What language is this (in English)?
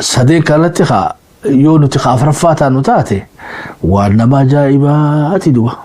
Oromo